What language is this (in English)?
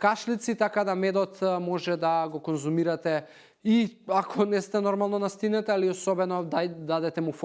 Macedonian